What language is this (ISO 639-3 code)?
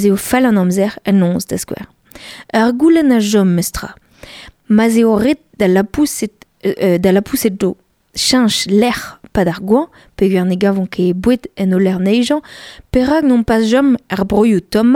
bre